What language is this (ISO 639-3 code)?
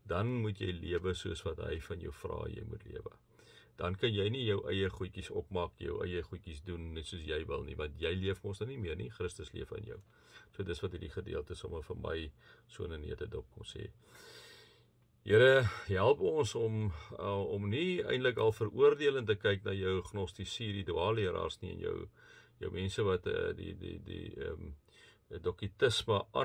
afr